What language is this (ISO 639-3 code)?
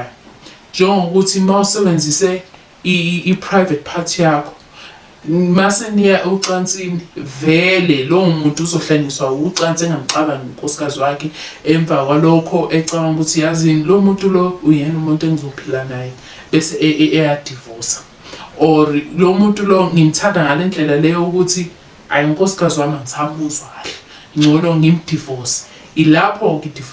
zul